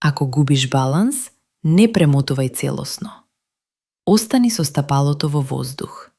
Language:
Macedonian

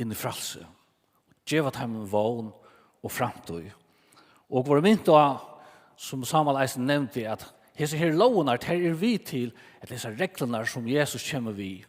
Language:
Faroese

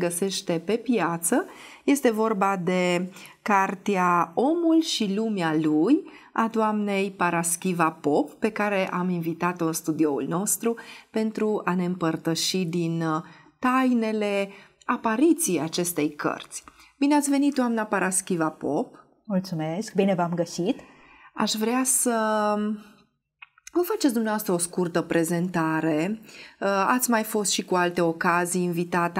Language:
Romanian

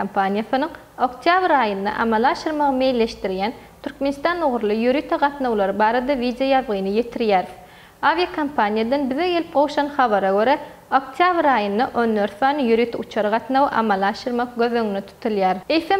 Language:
Turkmen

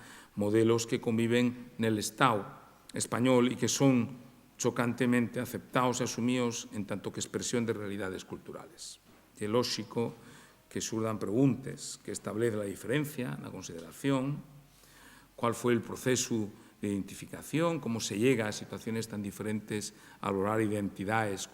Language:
Asturian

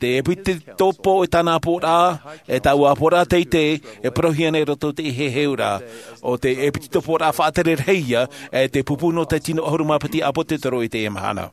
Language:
Tahitian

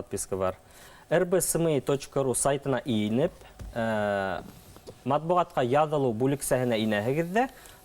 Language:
Bashkir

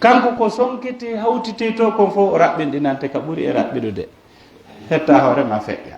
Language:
Pular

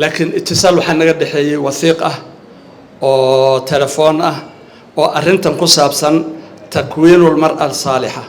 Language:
Somali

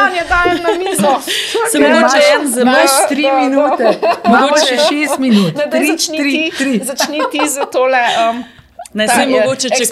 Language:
Slovenian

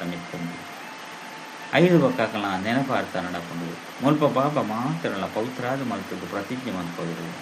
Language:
Tulu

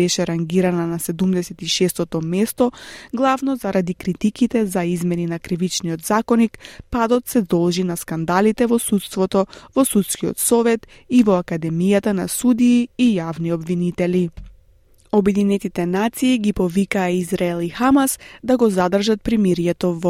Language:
Macedonian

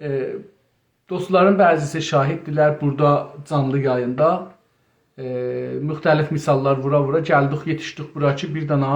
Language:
South Azerbaijani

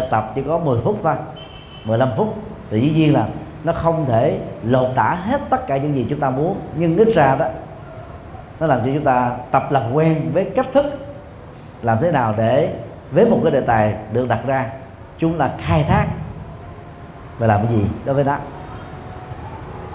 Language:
Vietnamese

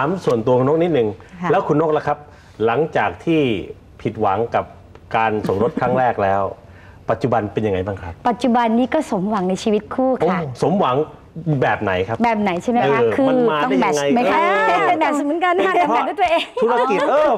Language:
Thai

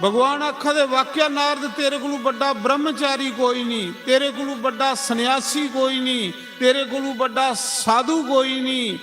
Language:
Dogri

